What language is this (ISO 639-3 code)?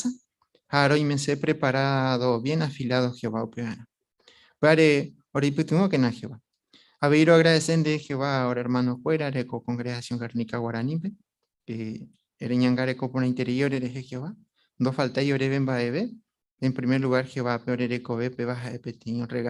grn